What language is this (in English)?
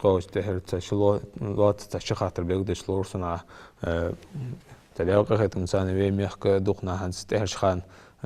Ingush